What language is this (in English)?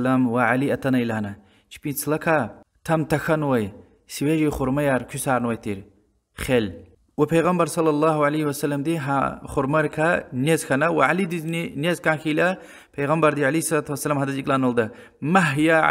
Lezghian